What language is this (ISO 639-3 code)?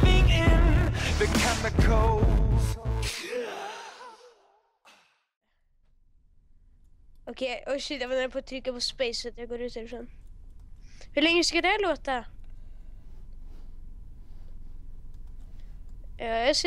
swe